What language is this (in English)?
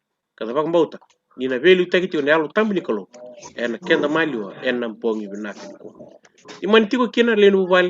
Fijian